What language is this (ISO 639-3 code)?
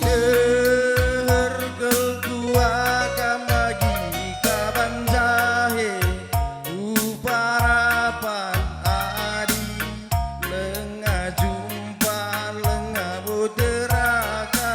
btx